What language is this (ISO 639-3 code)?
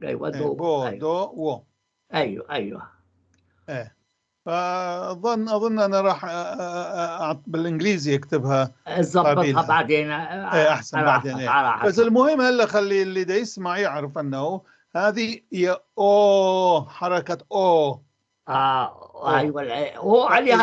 apc